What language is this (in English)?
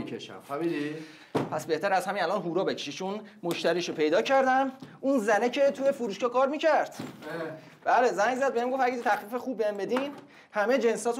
Persian